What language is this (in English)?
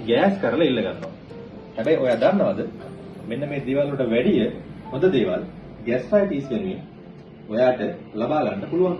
Sinhala